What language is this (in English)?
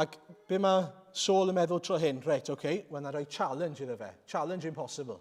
Welsh